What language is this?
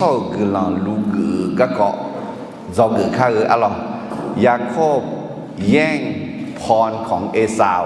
Akha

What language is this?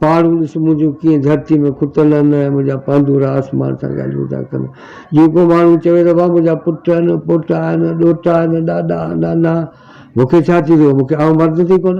Sindhi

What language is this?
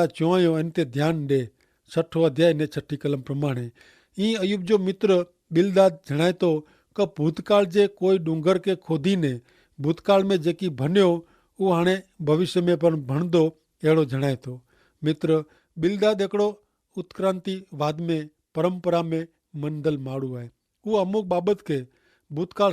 Kachhi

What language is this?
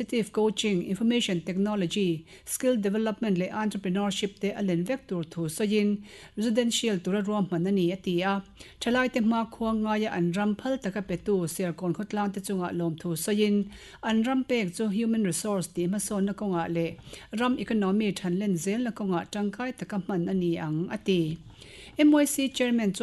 Mizo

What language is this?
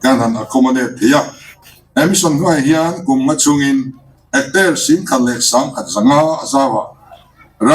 Mizo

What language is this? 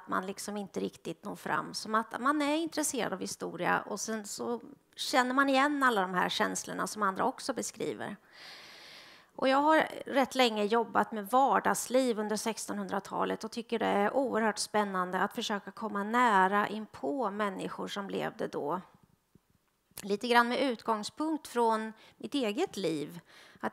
Swedish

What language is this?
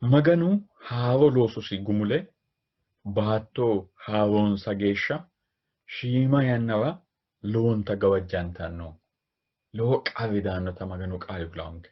Sidamo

